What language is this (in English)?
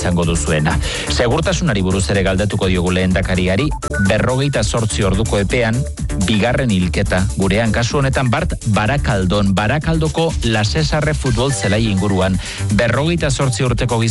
Basque